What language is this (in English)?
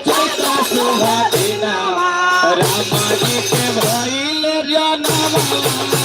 Magahi